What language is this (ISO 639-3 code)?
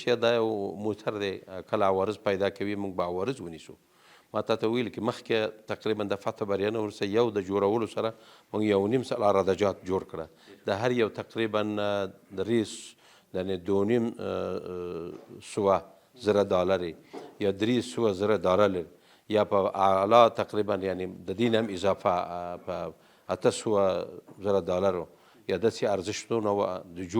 pus